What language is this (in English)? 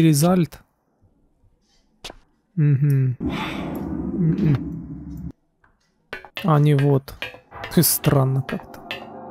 Russian